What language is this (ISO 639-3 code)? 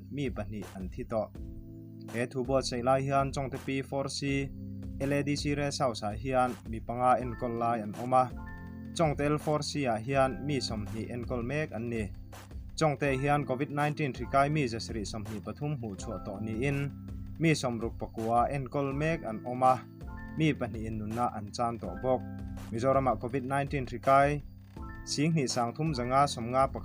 lus